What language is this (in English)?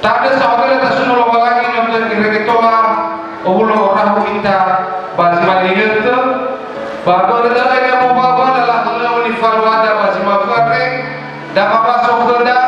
Nias